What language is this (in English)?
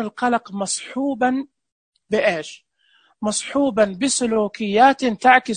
Najdi Arabic